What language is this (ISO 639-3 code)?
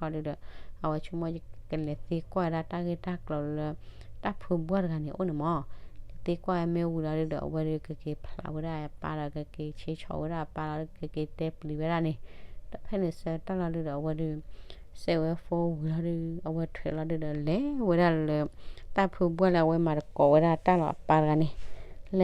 ksw